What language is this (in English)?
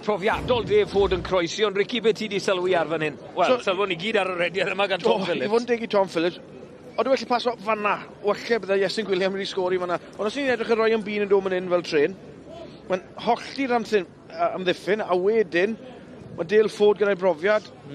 Welsh